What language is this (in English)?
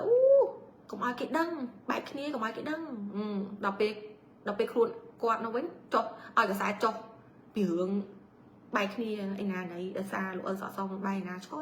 Khmer